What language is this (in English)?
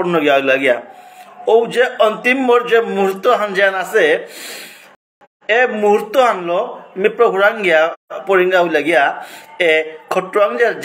Bishnupriya